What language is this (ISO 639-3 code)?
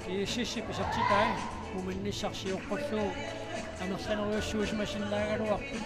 kal